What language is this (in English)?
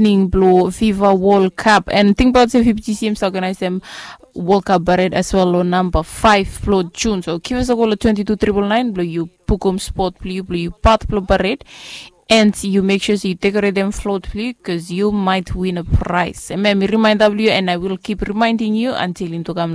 Bislama